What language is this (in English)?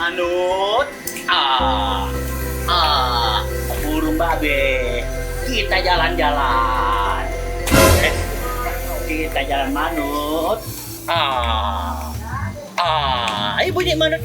Betawi